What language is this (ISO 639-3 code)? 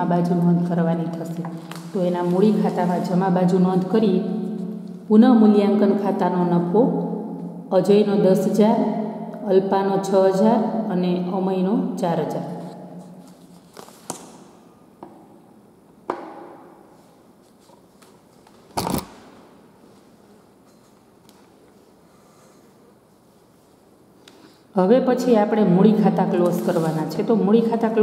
guj